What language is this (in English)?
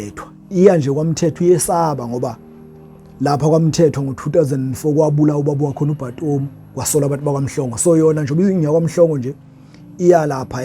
Zulu